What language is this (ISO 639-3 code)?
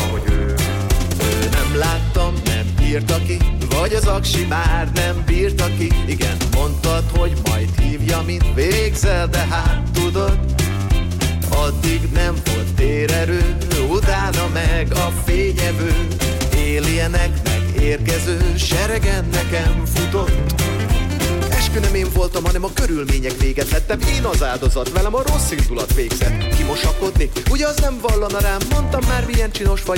hun